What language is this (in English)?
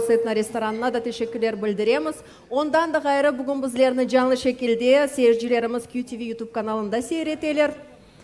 Crimean Tatar